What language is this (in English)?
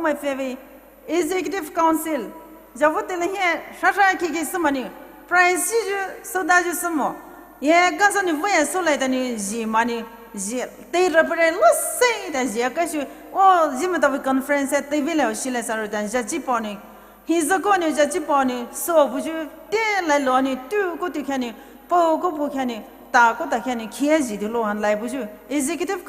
Poumei Naga